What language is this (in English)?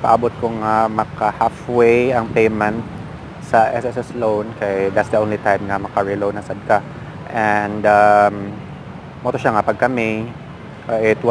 Cebuano